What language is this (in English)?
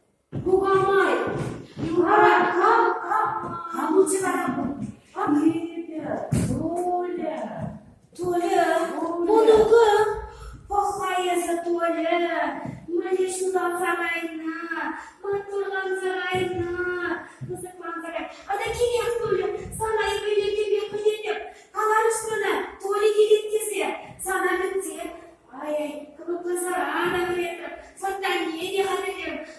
Chuvash